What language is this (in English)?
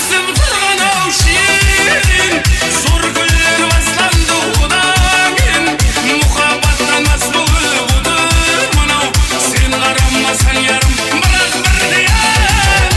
Kara-Kalpak